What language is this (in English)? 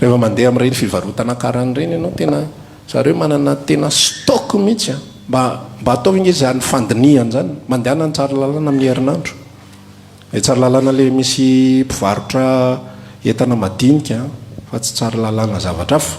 Malagasy